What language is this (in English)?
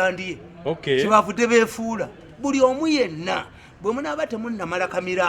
Ganda